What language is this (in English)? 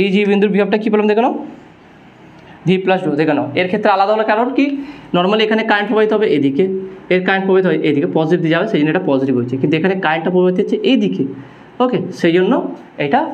Bangla